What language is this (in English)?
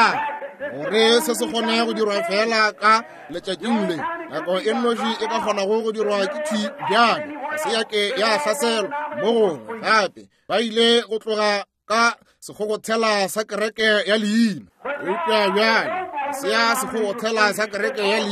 Northern Sotho